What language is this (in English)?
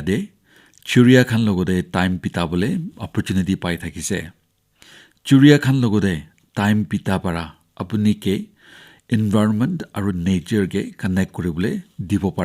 Naga Pidgin